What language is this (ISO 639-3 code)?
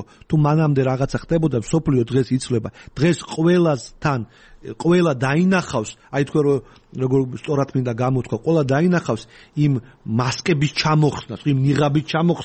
kat